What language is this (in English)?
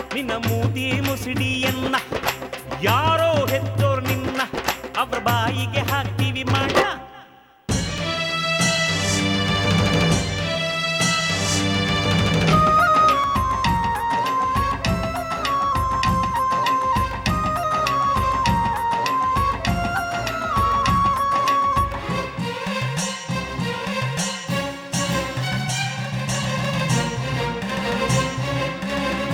Kannada